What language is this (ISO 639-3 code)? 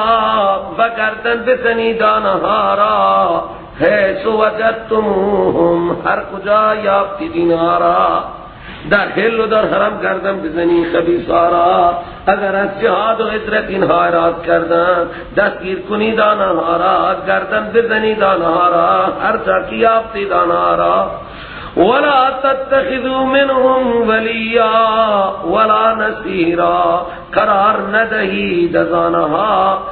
fas